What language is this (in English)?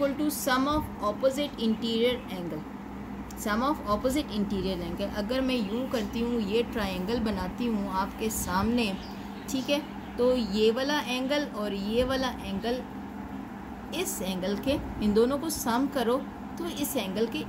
Hindi